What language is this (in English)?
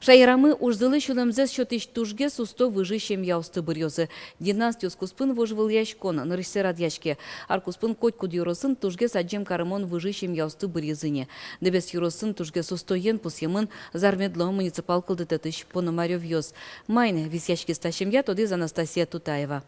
Udmurt